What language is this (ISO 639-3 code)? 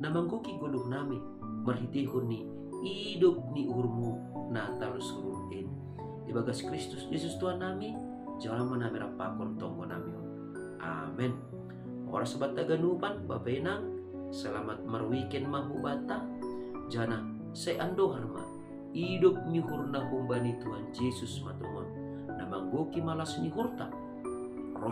bts